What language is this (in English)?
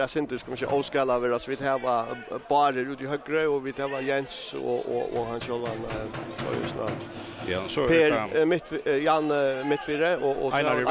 Faroese